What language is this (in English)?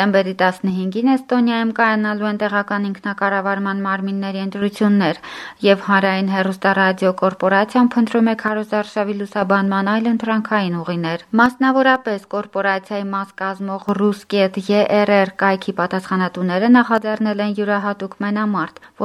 Armenian